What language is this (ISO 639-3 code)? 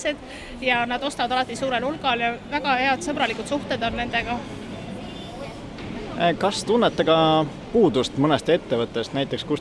est